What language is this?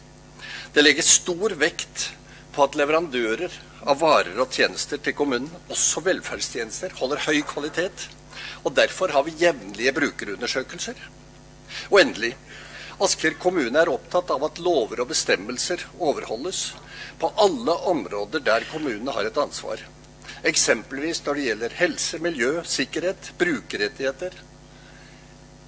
Norwegian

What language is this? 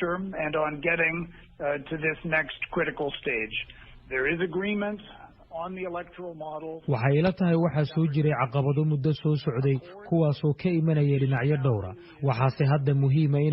Somali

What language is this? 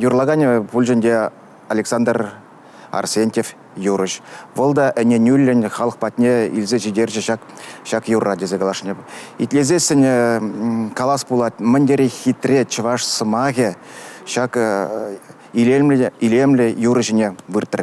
Chuvash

